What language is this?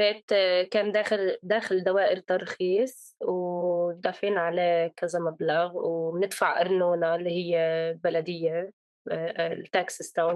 North Levantine Arabic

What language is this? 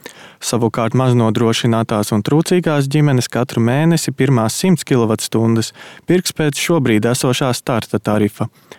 Latvian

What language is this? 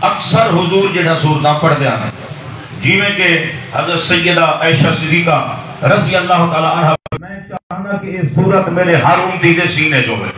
Saraiki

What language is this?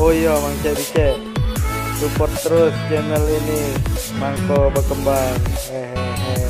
Musi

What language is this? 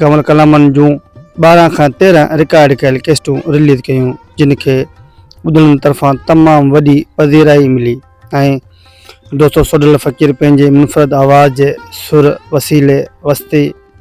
Sindhi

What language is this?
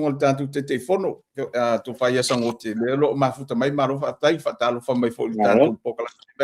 Samoan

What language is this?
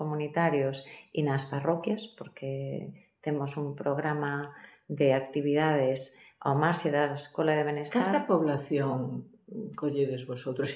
Galician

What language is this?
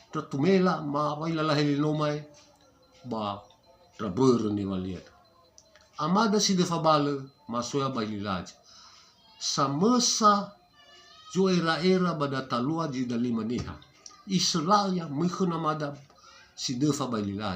Nias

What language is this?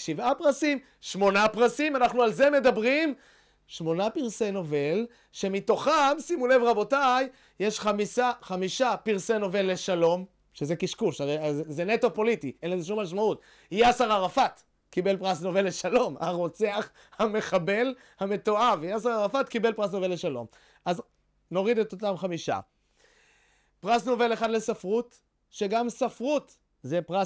Hebrew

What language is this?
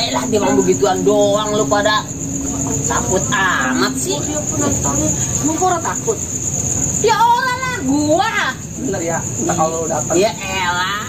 Betawi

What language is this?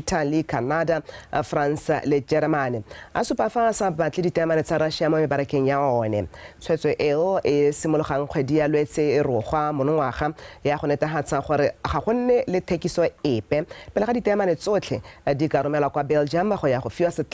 Tswana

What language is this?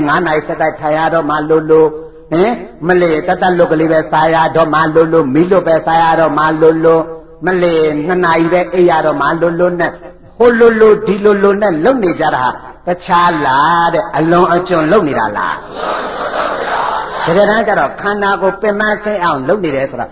Burmese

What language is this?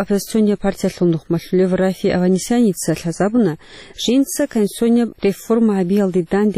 Avaric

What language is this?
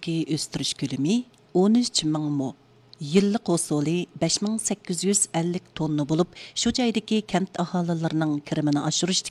Uyghur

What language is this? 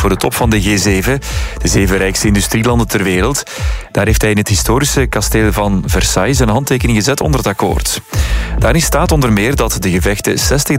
Dutch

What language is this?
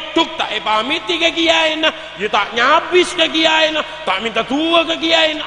Madurese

